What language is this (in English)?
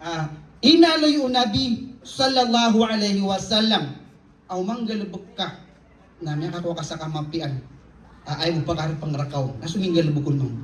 Maranao